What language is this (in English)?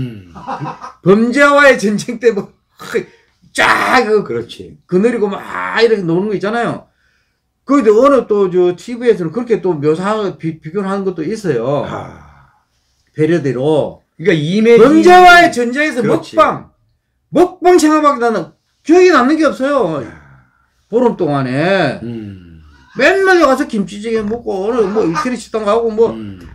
Korean